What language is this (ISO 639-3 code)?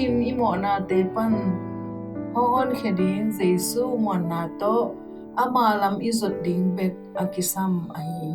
ctd